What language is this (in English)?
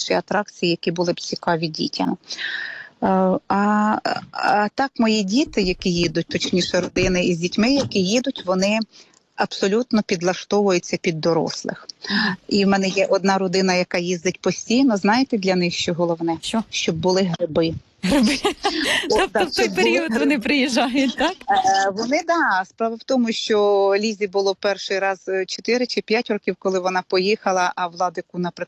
Ukrainian